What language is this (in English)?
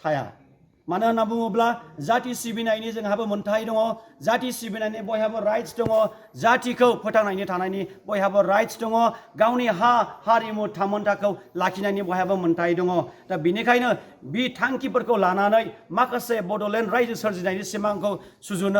Bodo